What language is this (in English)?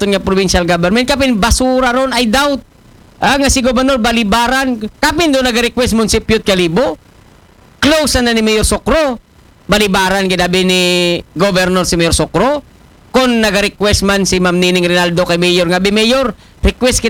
Aklanon